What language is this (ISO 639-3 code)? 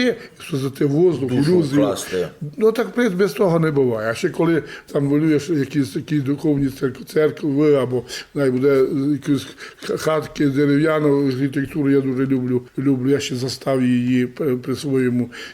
rue